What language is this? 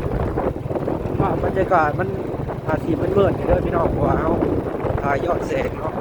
Lao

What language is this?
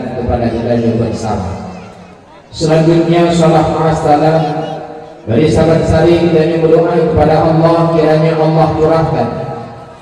Achinese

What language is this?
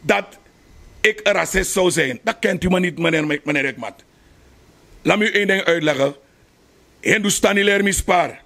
Sranan Tongo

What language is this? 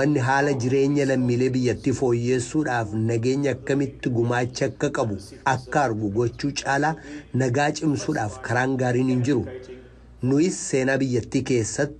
Oromo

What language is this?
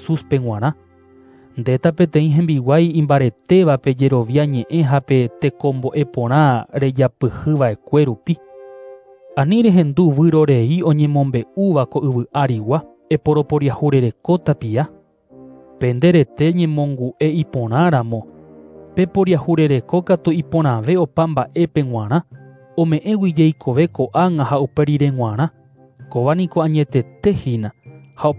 Guarani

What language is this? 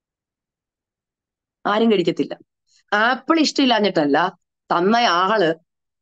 Malayalam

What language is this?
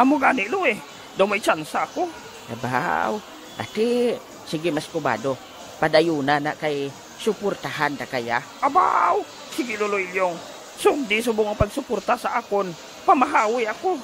Hiligaynon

